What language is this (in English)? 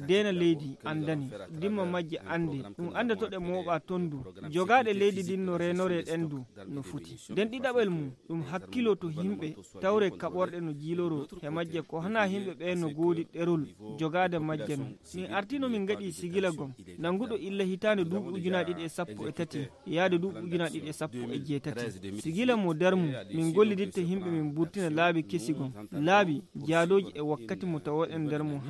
Nigerian Fulfulde